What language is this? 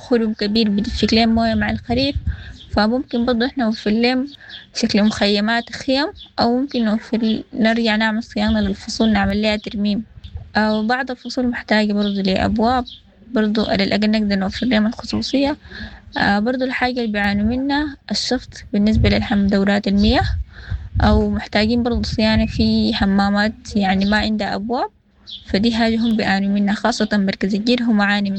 Sudanese Arabic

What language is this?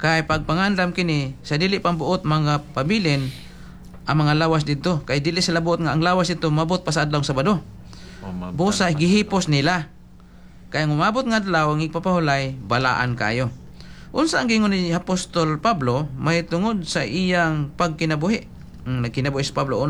Cebuano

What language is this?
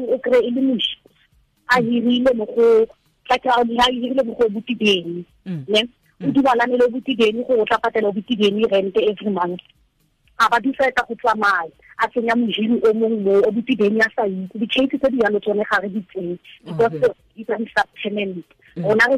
Tswana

